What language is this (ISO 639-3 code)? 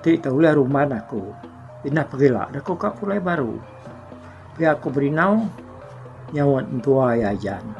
iba